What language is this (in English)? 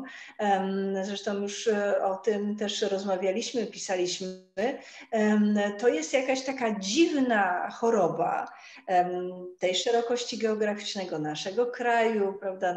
Polish